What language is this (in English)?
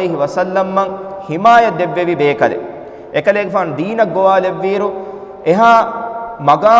Divehi